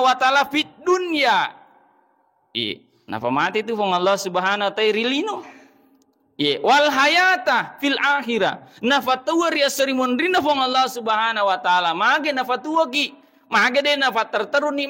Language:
Buginese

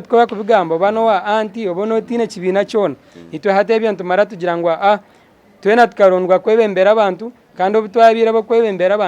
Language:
Nyankole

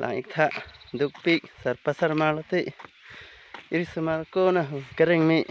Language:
Karbi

